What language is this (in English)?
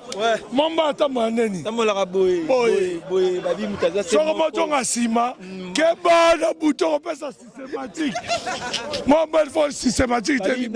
Lingala